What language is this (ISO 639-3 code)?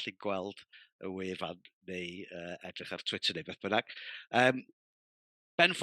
cym